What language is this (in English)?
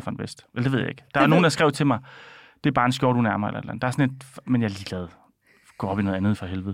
Danish